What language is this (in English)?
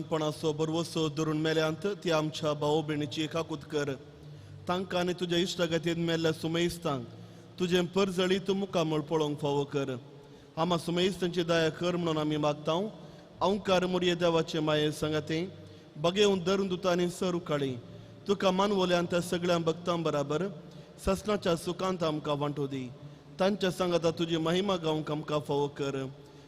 Konkani